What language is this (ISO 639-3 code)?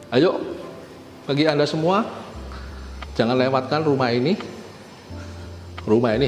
ind